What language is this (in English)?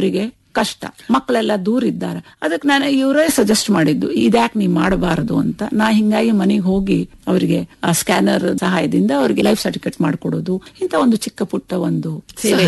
Kannada